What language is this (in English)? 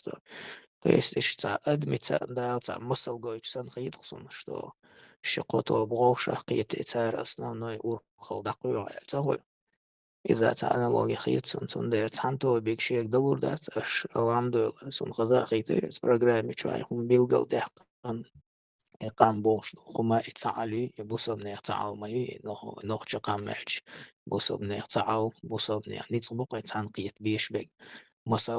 Chechen